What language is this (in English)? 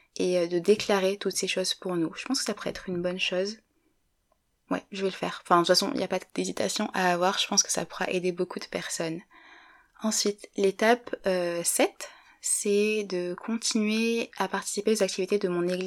French